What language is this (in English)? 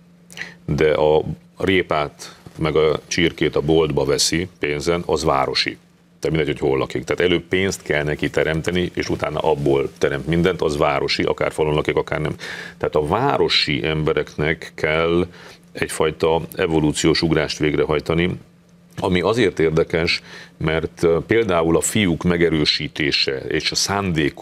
Hungarian